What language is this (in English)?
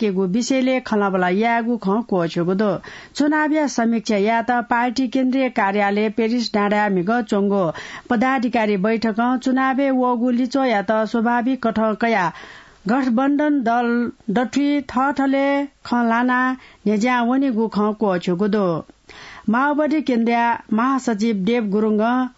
Newari